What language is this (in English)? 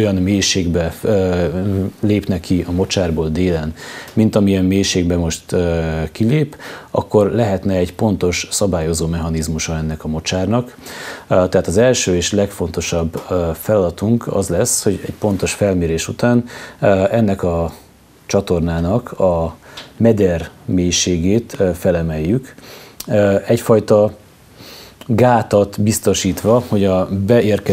Hungarian